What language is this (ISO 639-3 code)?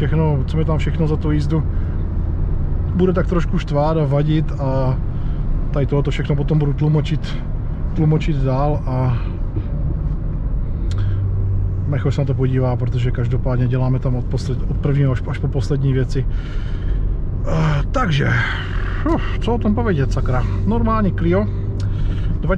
ces